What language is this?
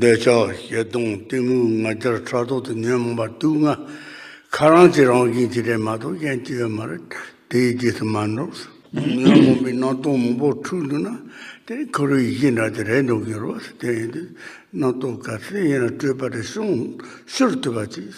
Tibetan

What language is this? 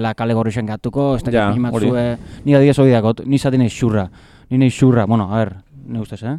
Basque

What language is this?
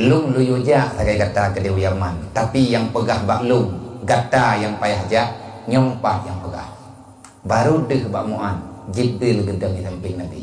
Achinese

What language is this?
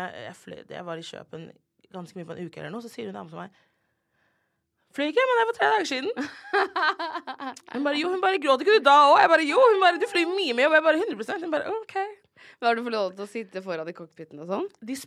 Norwegian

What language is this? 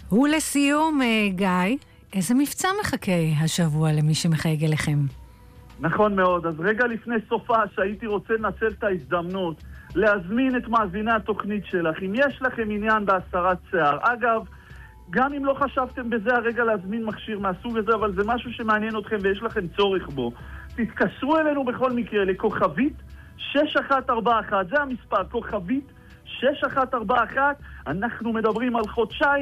Hebrew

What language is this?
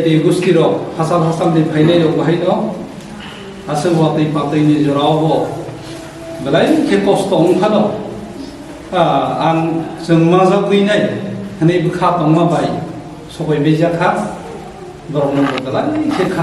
Kok Borok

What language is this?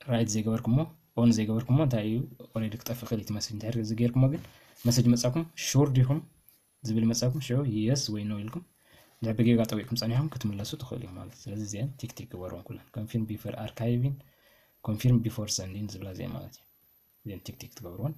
Tigrinya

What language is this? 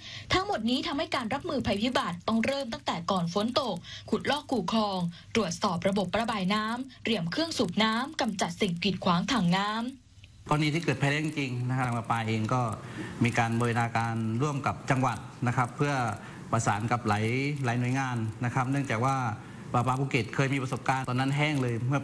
Thai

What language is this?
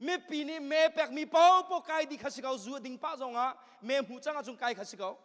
Hakha Chin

